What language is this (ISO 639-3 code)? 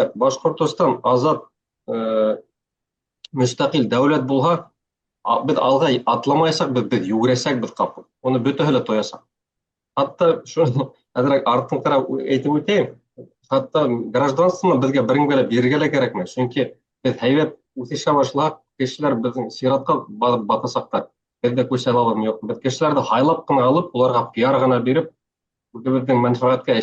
bak